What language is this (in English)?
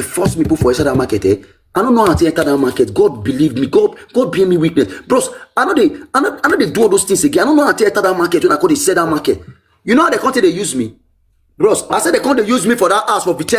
Nigerian Pidgin